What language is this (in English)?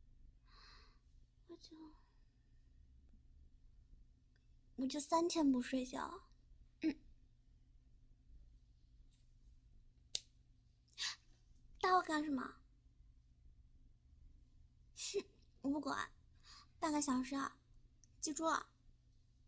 Chinese